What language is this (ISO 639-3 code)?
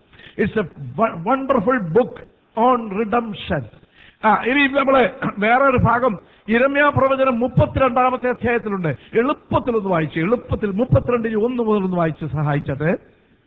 mal